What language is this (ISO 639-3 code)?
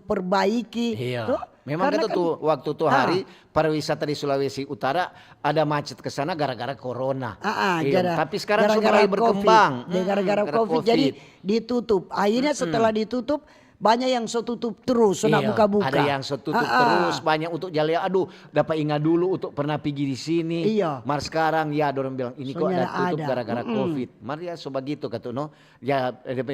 xmm